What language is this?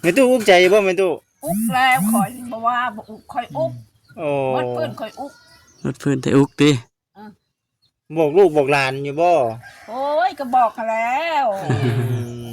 Lao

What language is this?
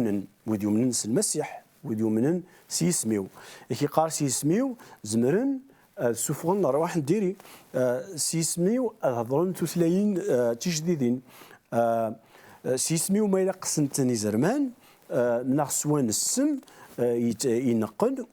Kabyle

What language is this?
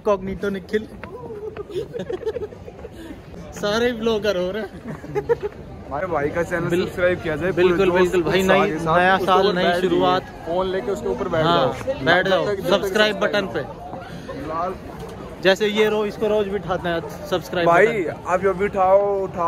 Hindi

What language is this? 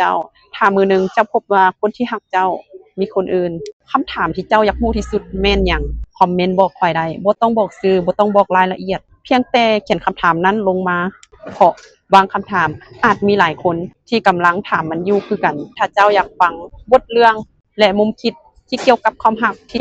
Lao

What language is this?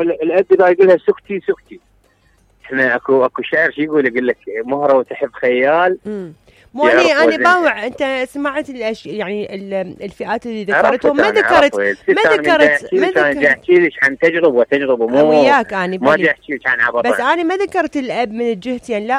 Mesopotamian Arabic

